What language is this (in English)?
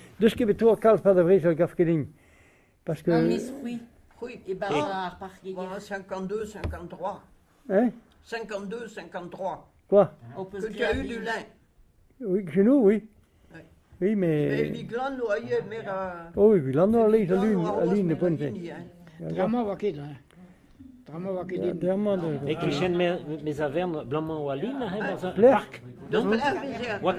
Breton